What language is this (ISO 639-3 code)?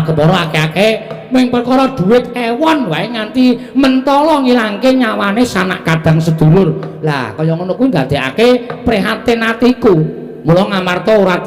jav